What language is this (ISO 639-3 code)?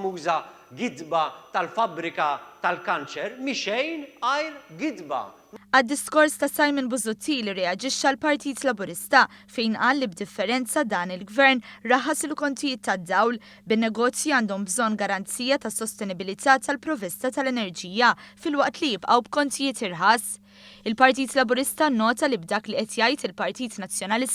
mlt